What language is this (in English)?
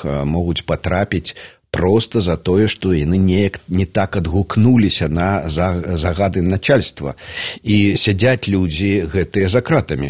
Belarusian